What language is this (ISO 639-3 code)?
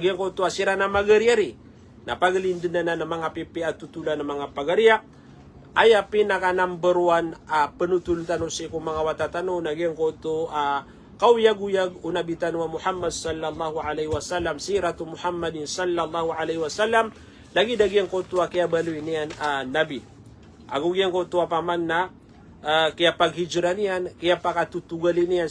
mrw